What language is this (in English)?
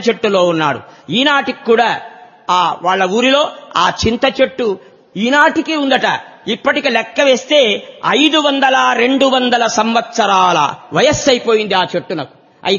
Telugu